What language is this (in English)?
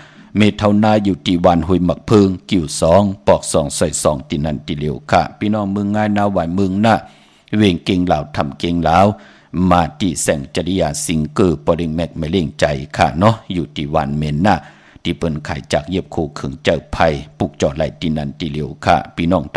Shan